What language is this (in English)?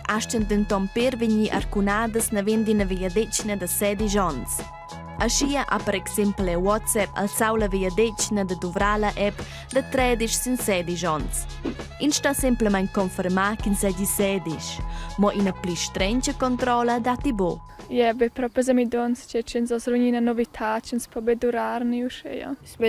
Romansh